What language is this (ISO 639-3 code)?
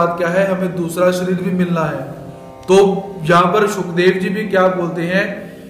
hin